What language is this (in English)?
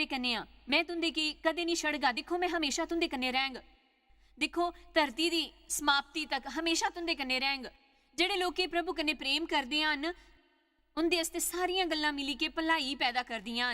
Dogri